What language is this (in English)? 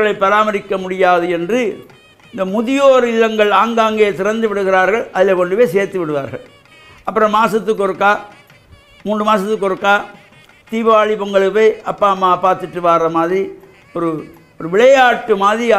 Tamil